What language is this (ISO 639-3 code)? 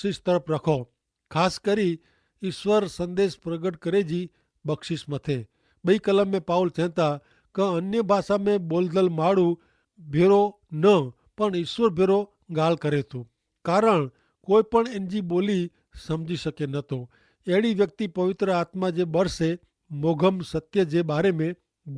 kfr